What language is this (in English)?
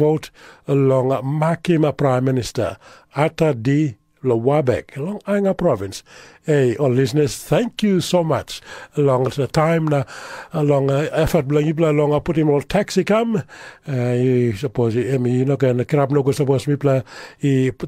Tok Pisin